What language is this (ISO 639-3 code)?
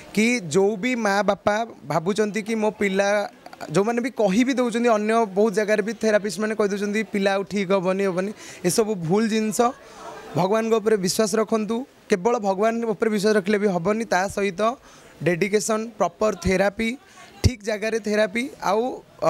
ori